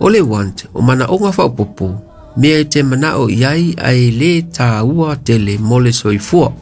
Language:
Samoan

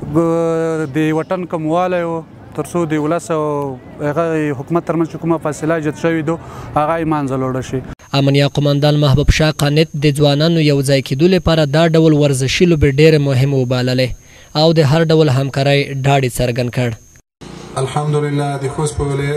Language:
Pashto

